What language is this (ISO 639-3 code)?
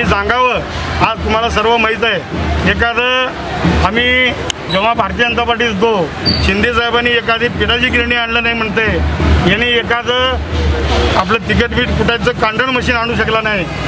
mar